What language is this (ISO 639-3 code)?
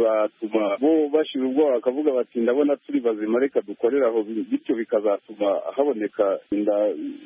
kin